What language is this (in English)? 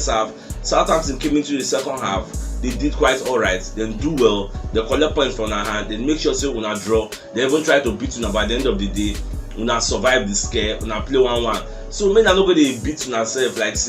Nigerian Pidgin